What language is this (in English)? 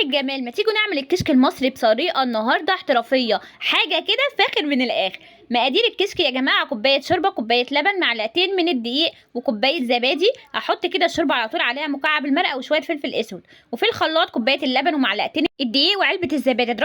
Egyptian Arabic